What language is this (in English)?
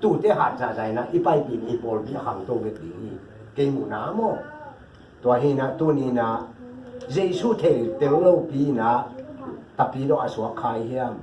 Tedim Chin